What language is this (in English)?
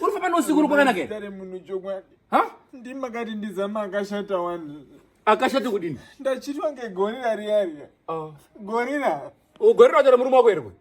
Shona